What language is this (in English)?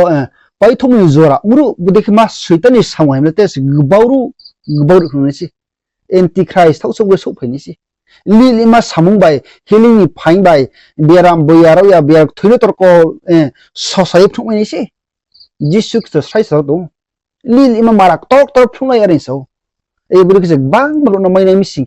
Riang (India)